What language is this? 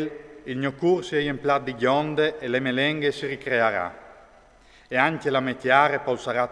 Friulian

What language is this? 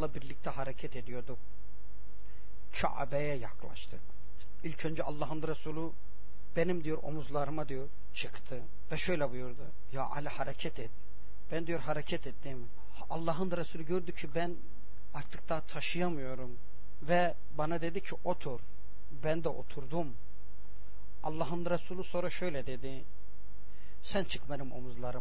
Turkish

